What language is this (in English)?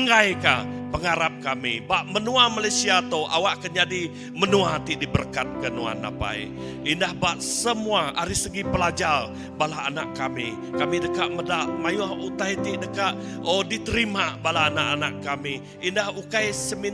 Iban